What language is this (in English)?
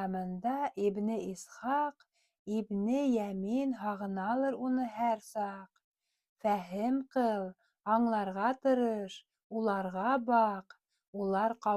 Bashkir